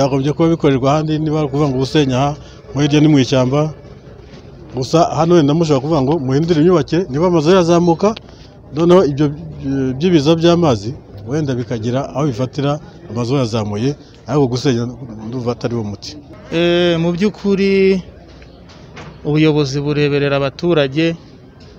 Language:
Kinyarwanda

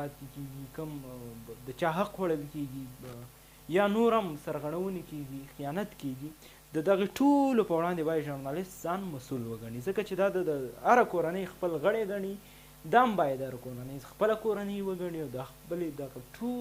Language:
Pashto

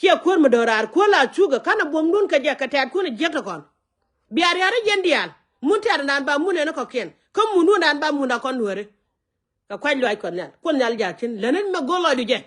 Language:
Nuer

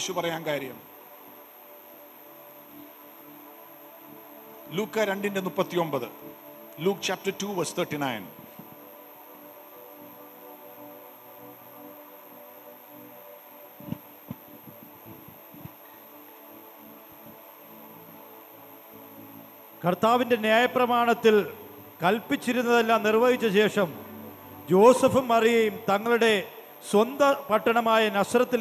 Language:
Malayalam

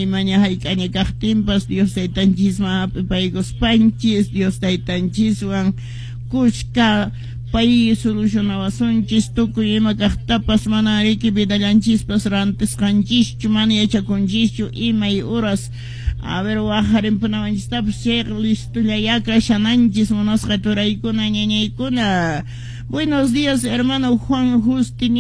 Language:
Quechua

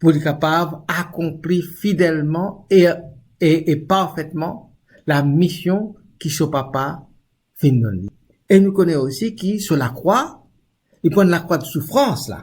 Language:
Morisyen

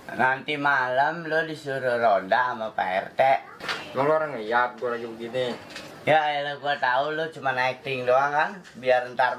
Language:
Betawi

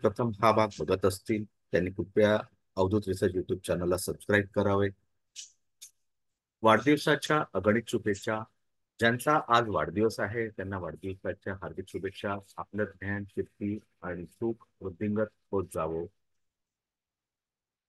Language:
Marathi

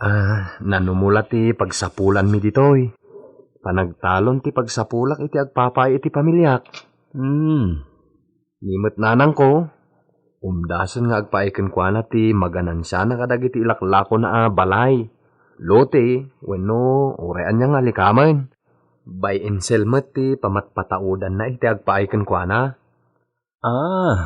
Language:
Iloko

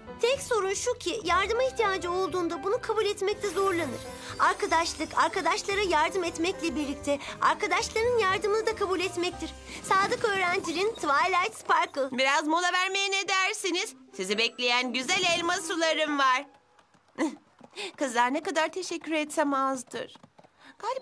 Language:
Turkish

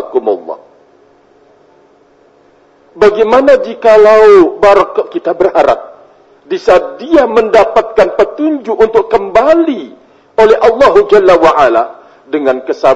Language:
Indonesian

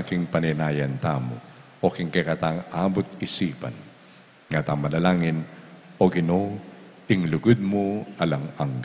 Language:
Pampanga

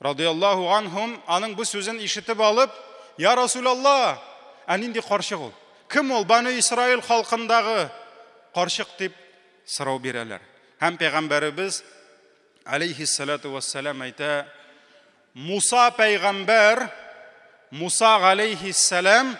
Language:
Tatar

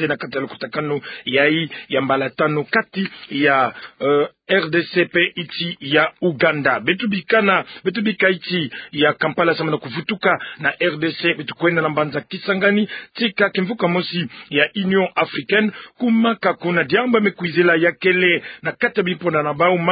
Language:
Kituba (Democratic Republic of Congo)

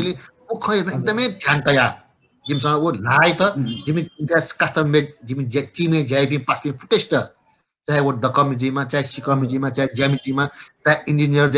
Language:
Newari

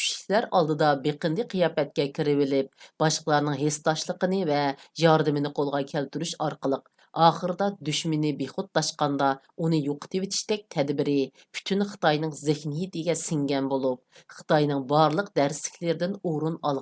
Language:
Uyghur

